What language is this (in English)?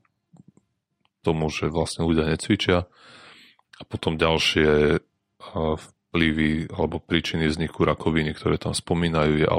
Slovak